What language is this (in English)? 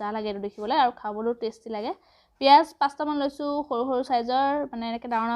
Assamese